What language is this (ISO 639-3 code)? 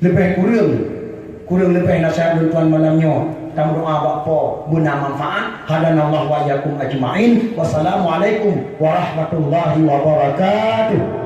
ace